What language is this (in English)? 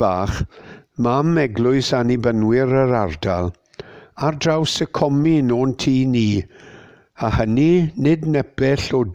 Welsh